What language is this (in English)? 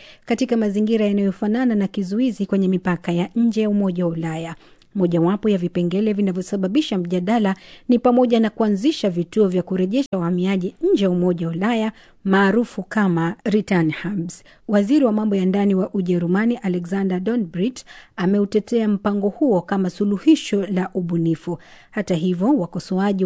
Swahili